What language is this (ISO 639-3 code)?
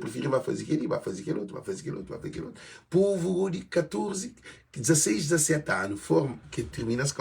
kea